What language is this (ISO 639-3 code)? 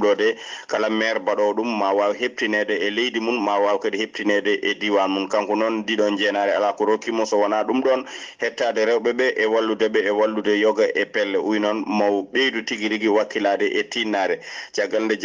ful